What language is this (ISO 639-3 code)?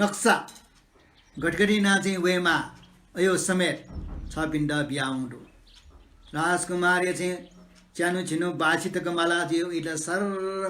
new